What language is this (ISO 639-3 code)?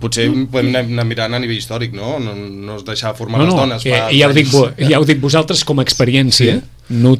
cat